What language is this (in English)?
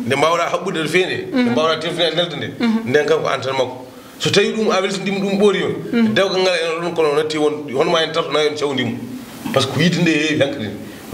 Fula